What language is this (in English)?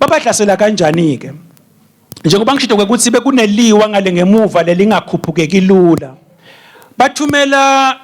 Swati